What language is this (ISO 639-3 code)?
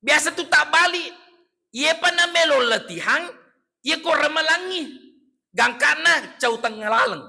bug